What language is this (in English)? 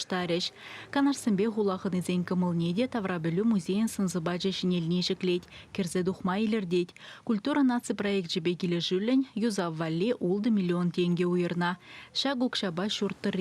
Chuvash